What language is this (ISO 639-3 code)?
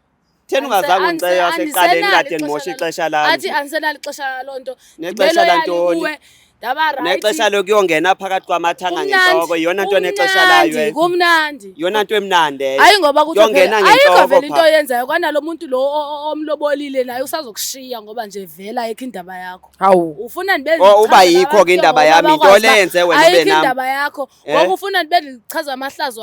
zul